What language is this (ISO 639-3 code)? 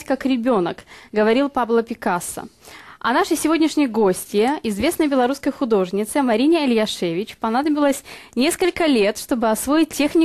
rus